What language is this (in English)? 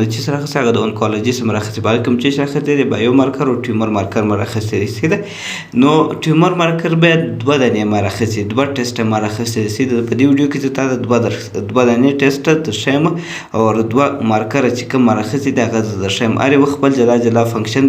Pashto